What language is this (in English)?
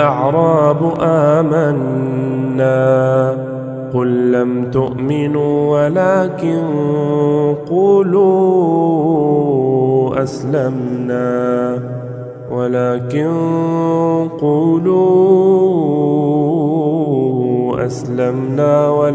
Arabic